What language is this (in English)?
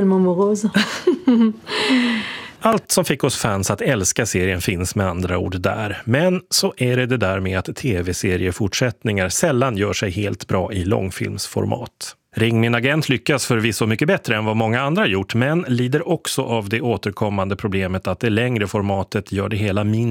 Swedish